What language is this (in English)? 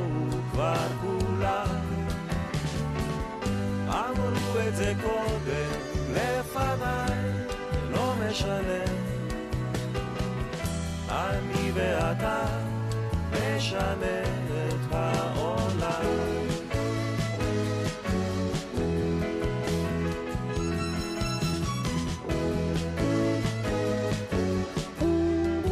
Hebrew